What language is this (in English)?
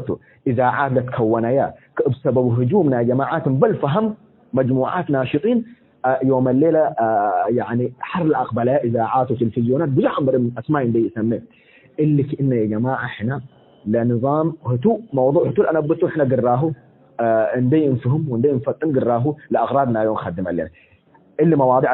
Tigre